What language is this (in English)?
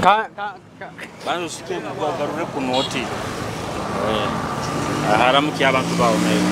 Nyoro